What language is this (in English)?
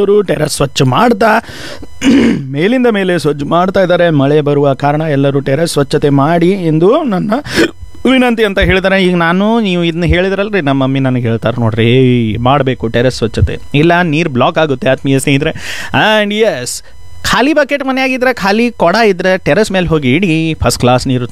Kannada